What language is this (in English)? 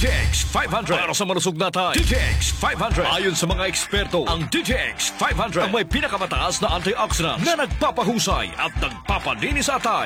Filipino